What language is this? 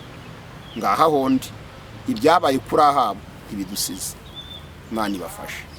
Kinyarwanda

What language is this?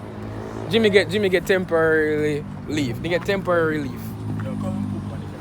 Jamaican Creole English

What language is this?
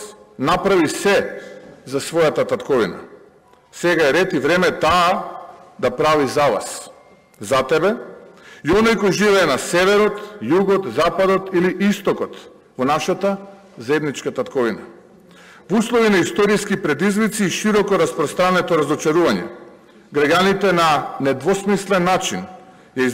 Macedonian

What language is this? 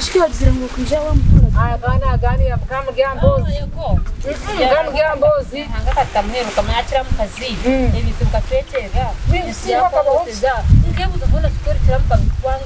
Nyankole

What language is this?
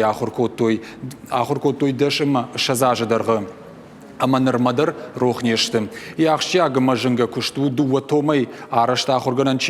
Ossetic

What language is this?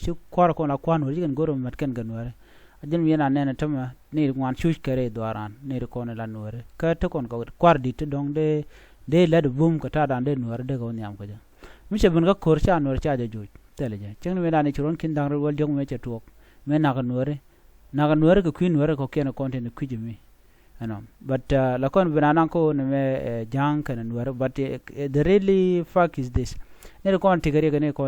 Nuer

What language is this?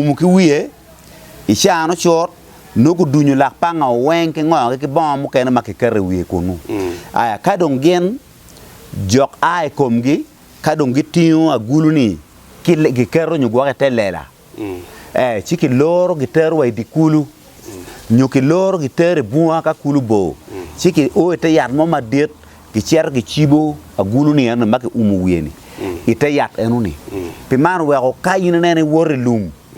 Acoli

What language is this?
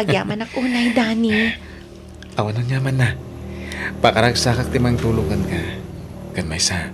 Iloko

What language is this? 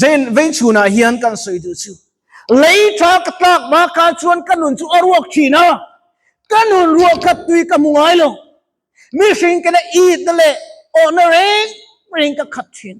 Mizo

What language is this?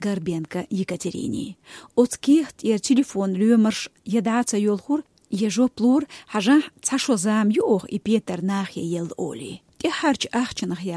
Chechen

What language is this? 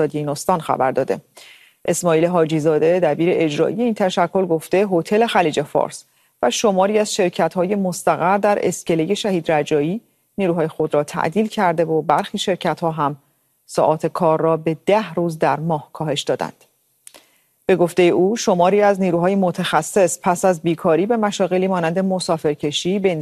Persian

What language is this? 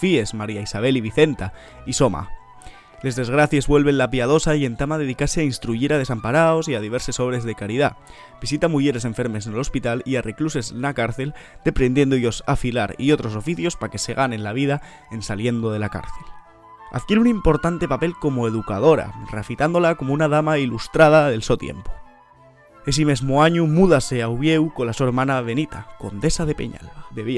Asturian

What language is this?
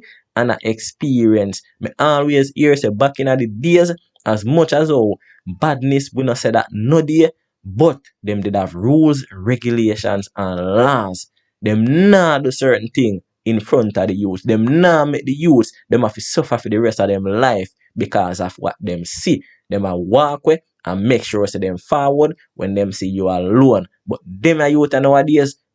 Jamaican Creole English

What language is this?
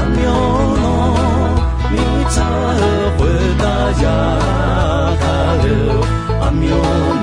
Akha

